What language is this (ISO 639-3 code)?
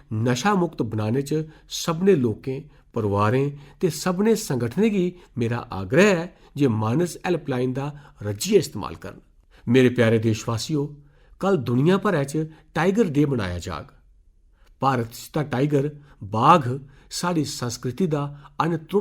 doi